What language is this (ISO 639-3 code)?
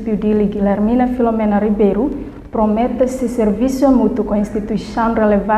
tet